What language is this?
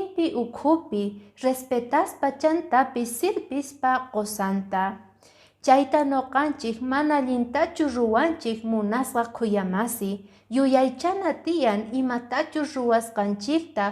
Quechua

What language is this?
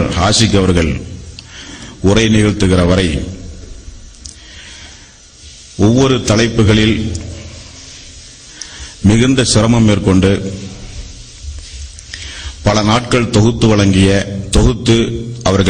Tamil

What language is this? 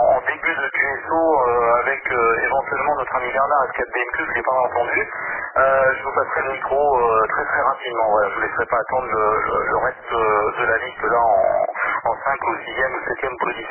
French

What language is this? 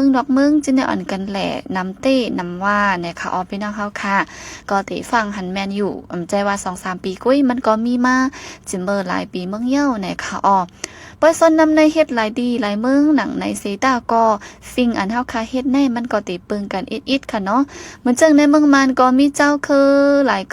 Shan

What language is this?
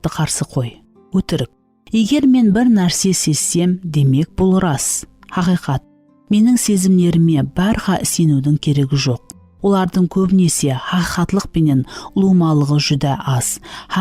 Kara-Kalpak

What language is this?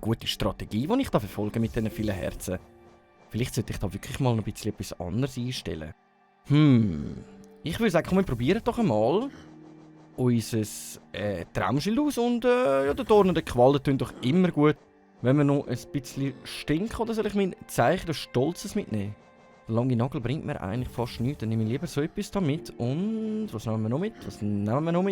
Swiss German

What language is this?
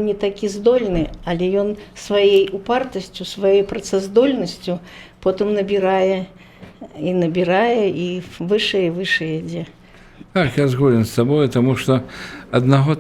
Belarusian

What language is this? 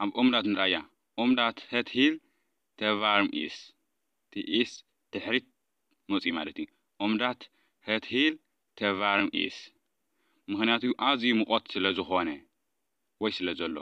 Tigrinya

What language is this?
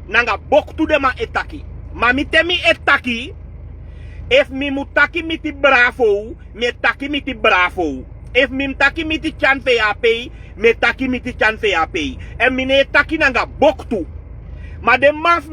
Sranan Tongo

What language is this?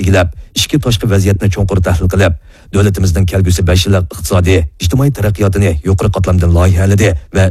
Uyghur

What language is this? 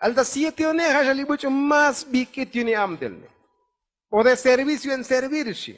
Tzotzil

